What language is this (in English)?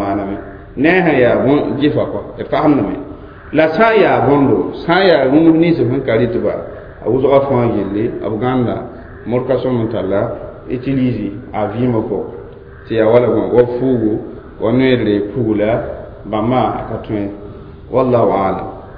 Mossi